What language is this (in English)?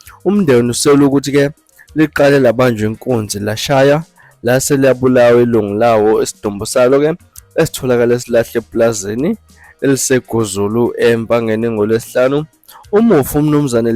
Zulu